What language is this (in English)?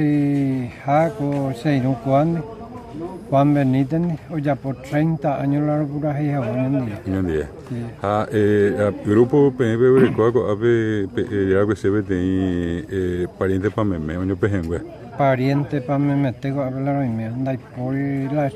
Guarani